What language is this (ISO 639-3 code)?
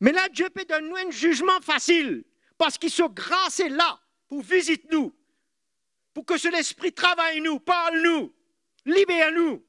mfe